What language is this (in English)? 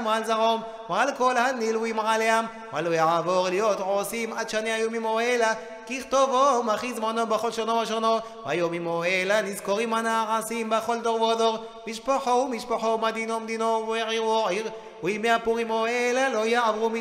Hebrew